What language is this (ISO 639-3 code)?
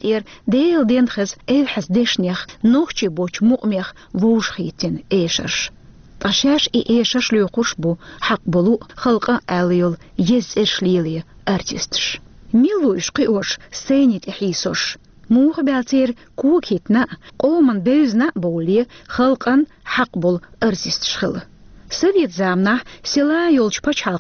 che